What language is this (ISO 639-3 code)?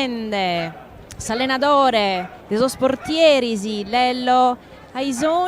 srd